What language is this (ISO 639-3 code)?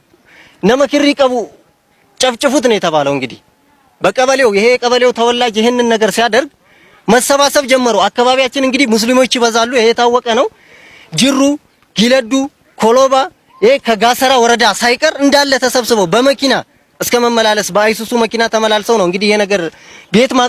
amh